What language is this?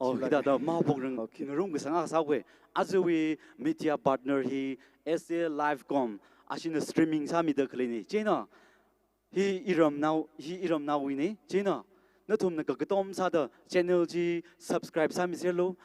Tangkhul Naga (India)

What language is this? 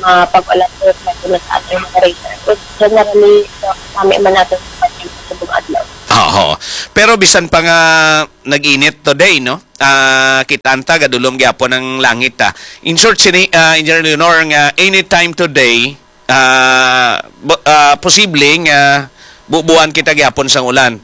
Hiligaynon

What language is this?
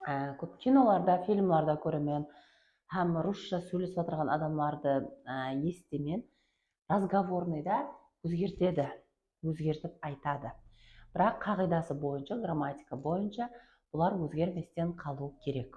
Kara-Kalpak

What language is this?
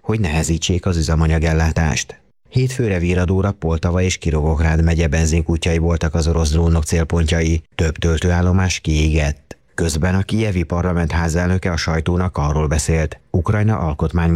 Hungarian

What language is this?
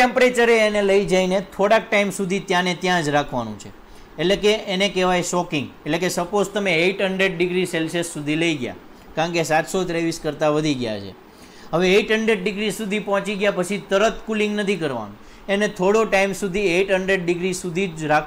Gujarati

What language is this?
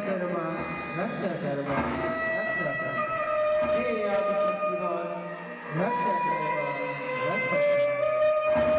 Chhattisgarhi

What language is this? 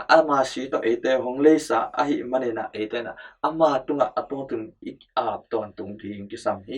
Tedim Chin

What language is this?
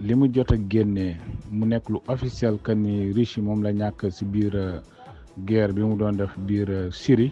Wolof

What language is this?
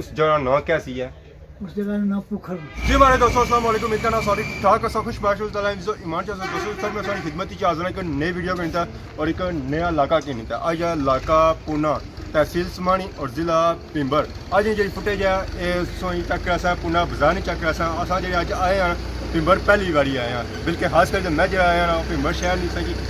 Pahari-Potwari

